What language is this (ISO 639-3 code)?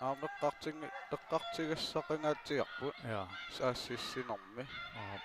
kal